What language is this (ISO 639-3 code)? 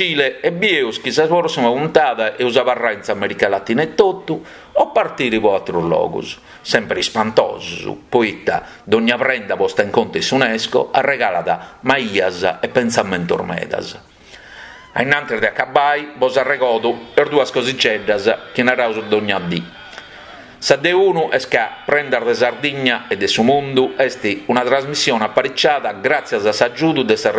srd